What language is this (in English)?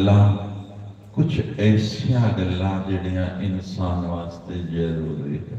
Dogri